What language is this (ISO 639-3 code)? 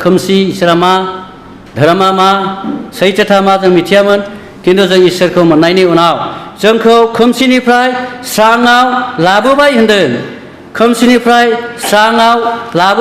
brx